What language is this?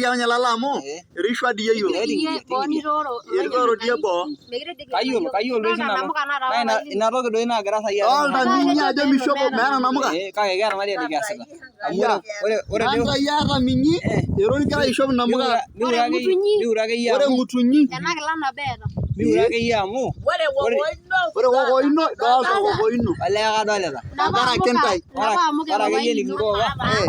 Masai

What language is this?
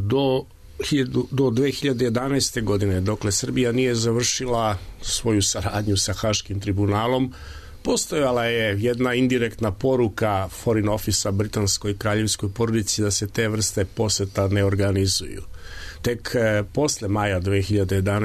Serbian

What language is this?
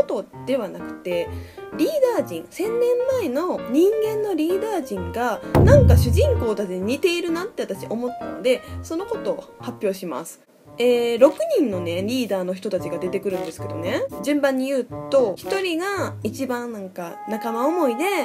Japanese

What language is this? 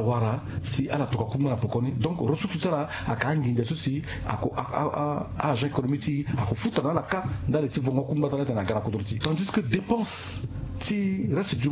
Sango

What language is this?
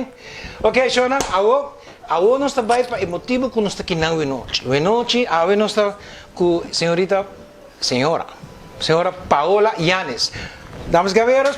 Papiamento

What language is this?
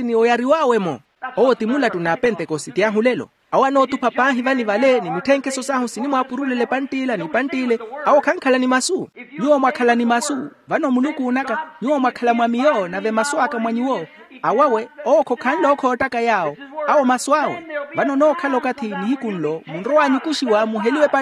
Makhuwa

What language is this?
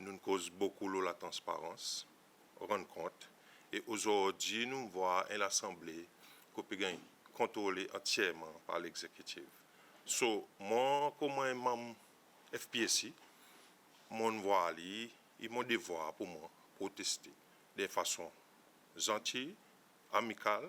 Seselwa Creole French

